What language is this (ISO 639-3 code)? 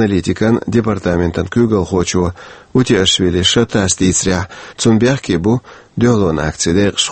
che